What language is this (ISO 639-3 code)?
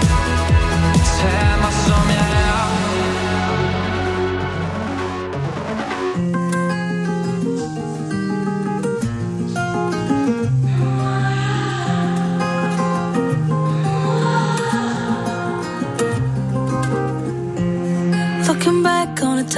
dan